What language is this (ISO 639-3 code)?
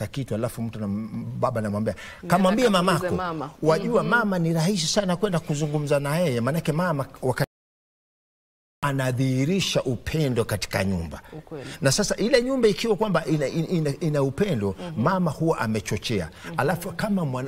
swa